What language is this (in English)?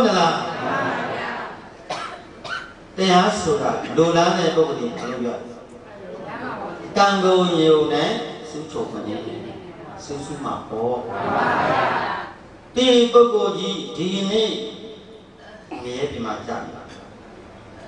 Burmese